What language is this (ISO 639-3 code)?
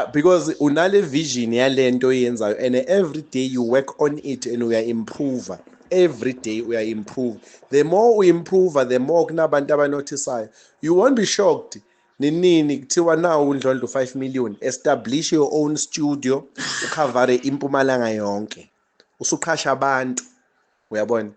zul